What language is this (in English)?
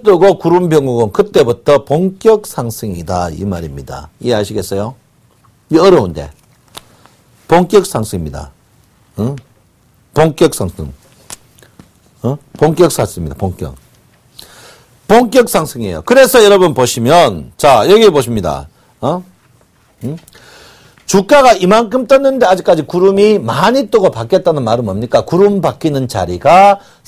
Korean